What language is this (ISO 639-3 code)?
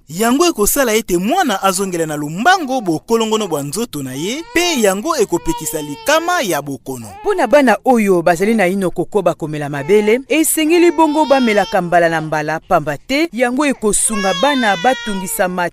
lin